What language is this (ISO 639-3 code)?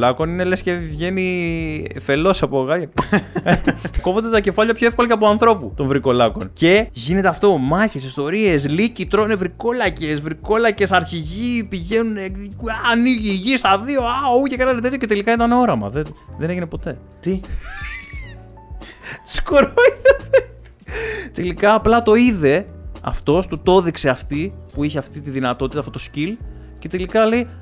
ell